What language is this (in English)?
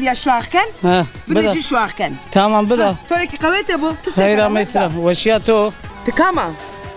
Zaza